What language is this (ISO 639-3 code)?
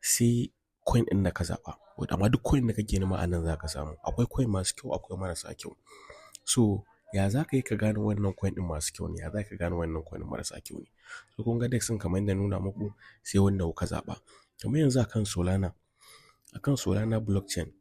hau